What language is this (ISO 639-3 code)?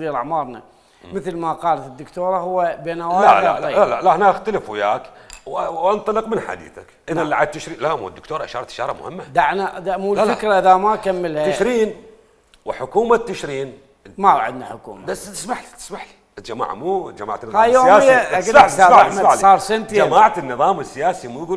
acm